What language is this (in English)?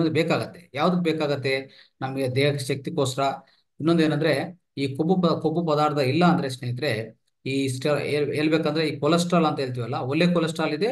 Kannada